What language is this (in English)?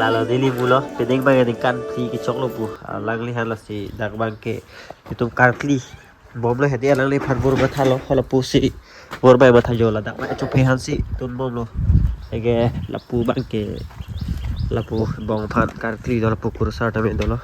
Karbi